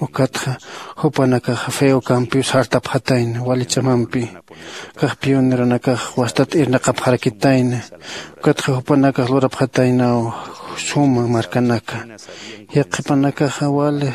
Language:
Aymara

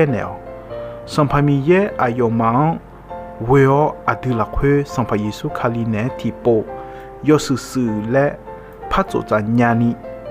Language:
Akha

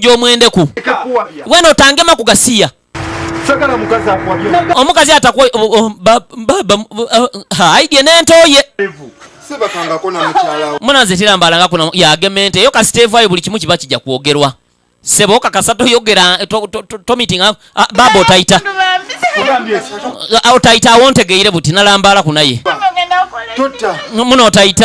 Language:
Ganda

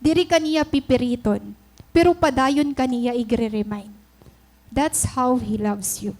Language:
Waray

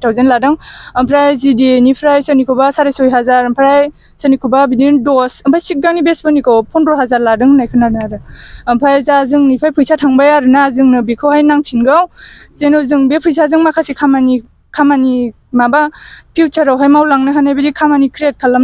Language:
Bodo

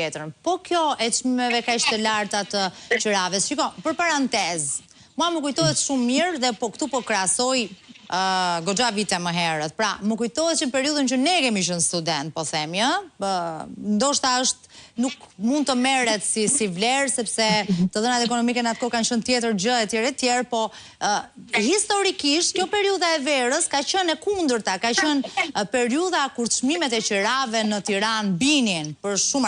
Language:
Albanian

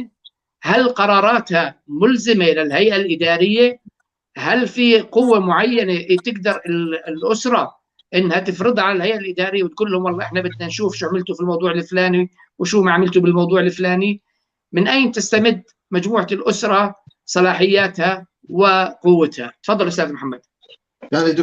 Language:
North Levantine Arabic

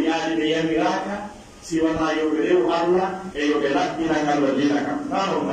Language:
Pular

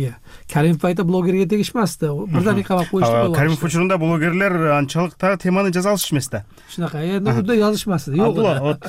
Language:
Kyrgyz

